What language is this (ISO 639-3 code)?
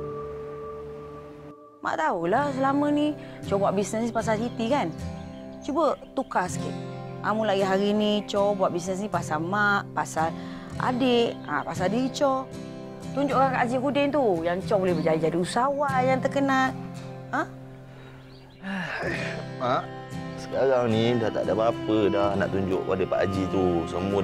msa